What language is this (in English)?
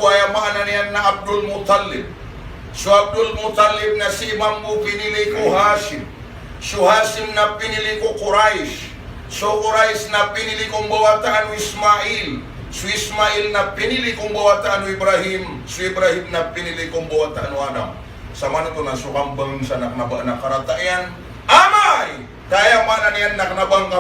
Maranao